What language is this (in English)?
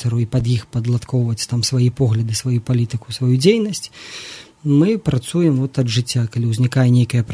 Belarusian